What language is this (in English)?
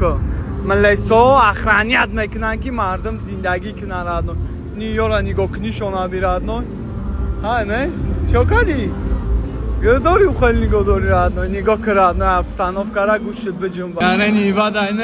Tajik